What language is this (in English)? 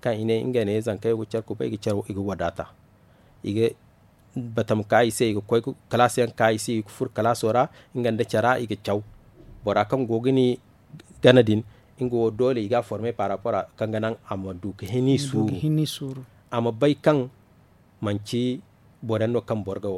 Zarma